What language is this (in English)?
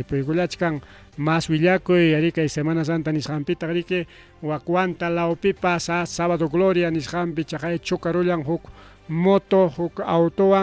Ayacucho Quechua